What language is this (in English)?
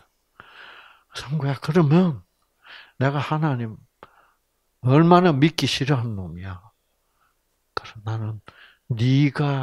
Korean